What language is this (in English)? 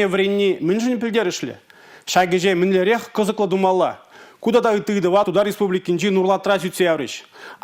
Chuvash